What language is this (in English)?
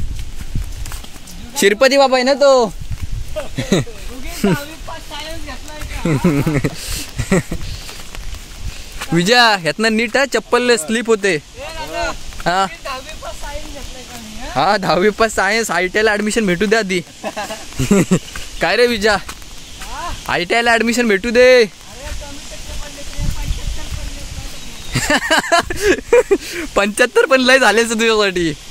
Marathi